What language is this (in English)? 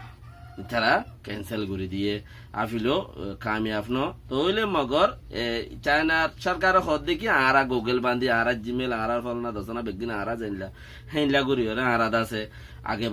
Rohingya